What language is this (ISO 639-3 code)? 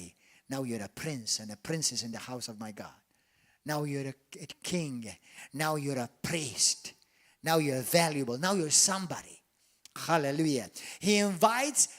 eng